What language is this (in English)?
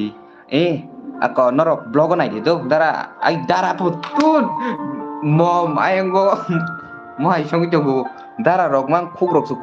Kok Borok